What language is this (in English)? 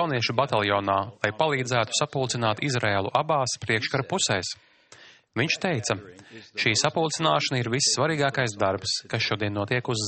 Latvian